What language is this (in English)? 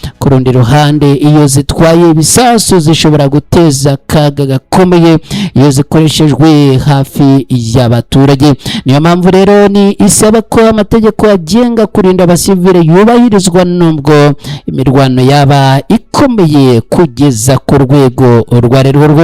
Kinyarwanda